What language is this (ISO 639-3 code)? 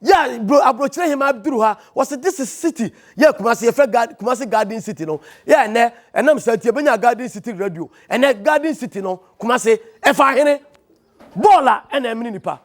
aka